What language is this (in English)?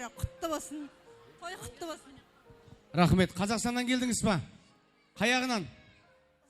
Kara-Kalpak